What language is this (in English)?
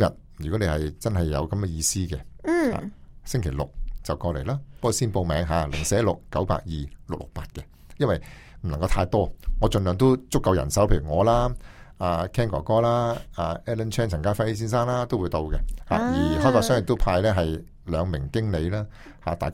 Cantonese